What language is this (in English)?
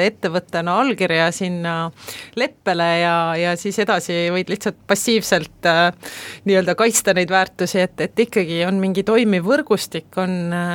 Estonian